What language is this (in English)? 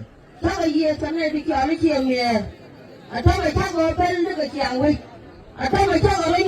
Nuer